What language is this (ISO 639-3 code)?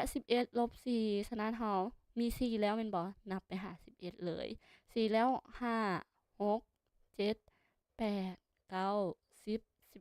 lao